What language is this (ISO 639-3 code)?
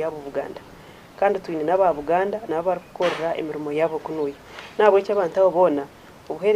nyn